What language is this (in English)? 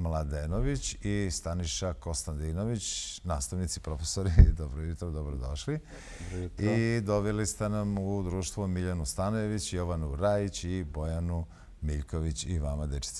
Serbian